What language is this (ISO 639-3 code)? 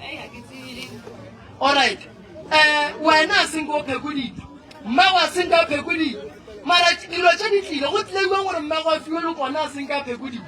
nso